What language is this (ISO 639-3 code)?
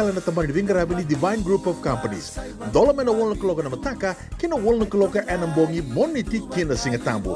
fij